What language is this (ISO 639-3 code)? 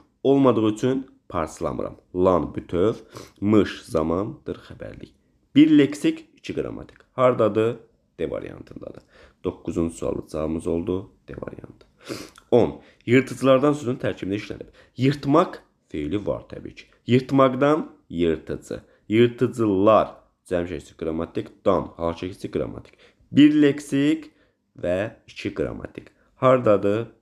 aze